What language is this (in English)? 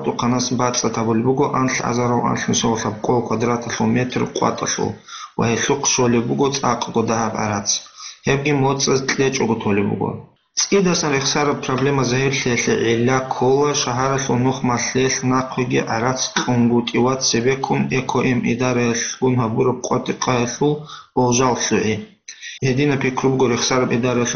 Avaric